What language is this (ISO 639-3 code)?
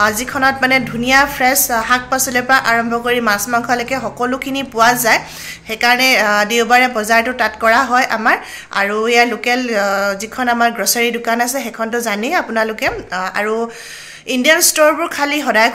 asm